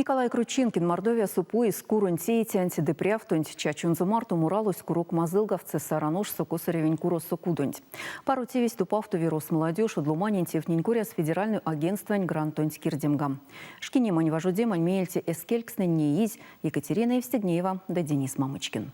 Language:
Erzya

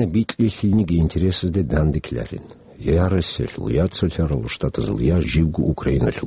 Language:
Avaric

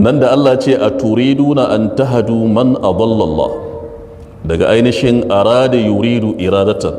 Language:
Hausa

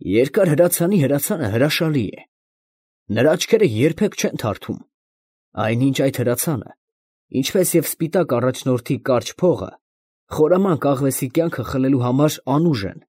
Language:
Armenian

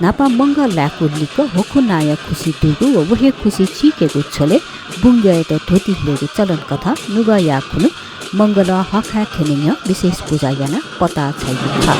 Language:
Newari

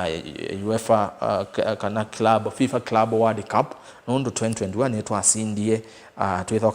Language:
Kamba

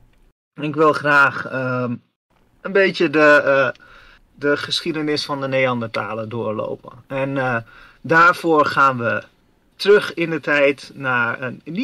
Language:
Dutch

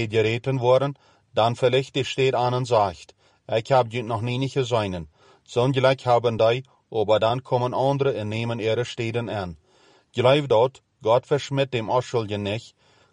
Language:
Plautdietsch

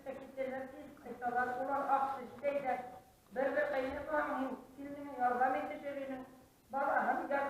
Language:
Bashkir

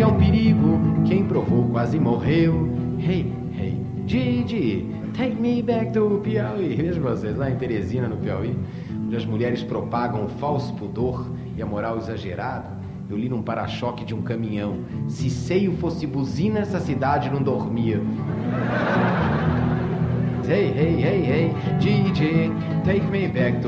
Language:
Portuguese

